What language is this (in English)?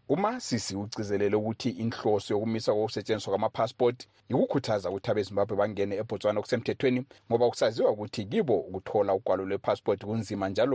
North Ndebele